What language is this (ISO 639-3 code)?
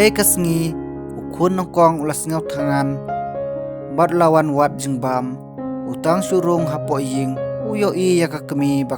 kha